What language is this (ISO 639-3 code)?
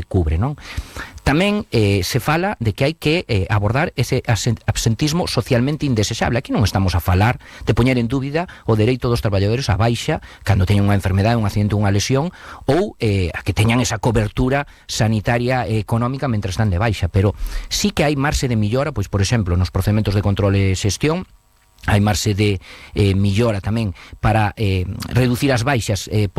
glg